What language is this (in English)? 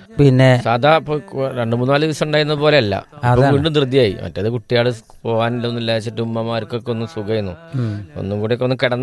Malayalam